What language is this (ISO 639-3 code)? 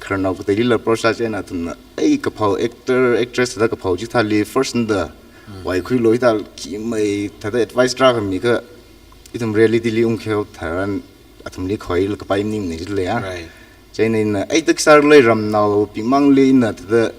nmf